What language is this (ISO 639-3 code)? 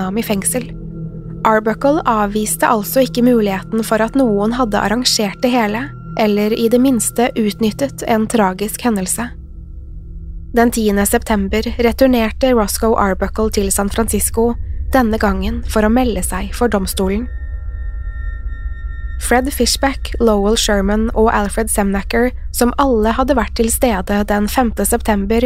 nor